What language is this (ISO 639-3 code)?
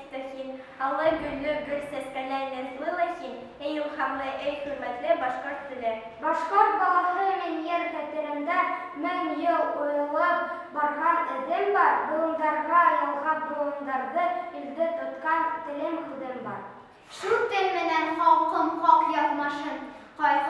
bak